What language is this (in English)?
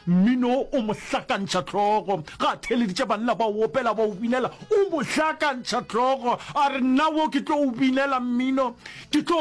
Northern Sotho